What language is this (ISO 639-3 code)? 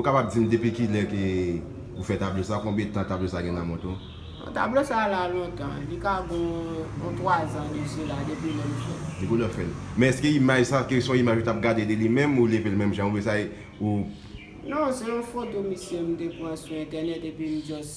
hat